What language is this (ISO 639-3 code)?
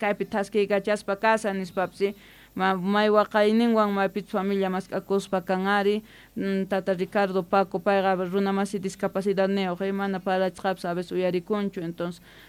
quh